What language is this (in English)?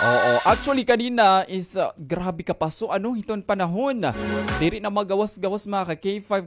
Waray